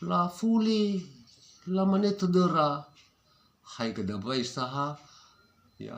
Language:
Nias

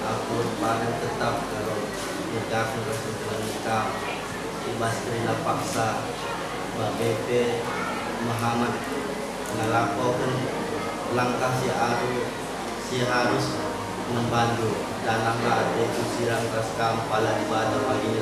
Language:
Batak Karo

